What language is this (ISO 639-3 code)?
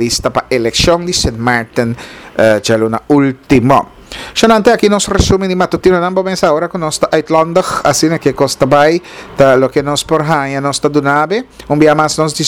pap